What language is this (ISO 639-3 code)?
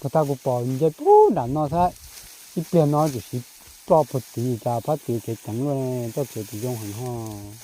hmn